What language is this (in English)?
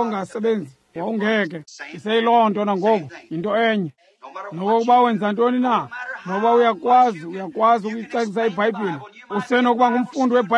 Xhosa